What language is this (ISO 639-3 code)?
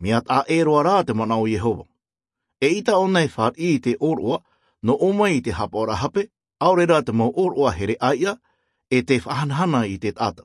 tah